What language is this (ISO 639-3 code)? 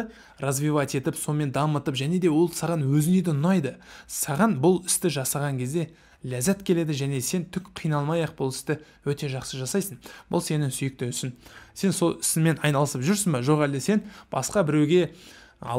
kaz